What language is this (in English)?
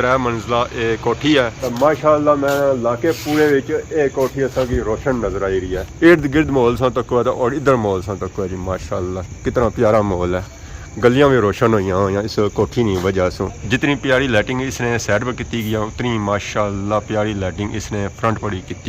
Pahari-Potwari